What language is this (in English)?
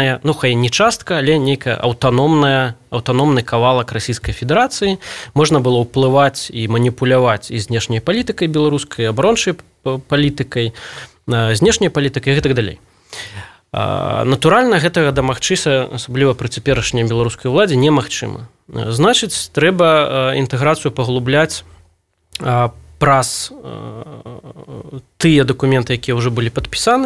Belarusian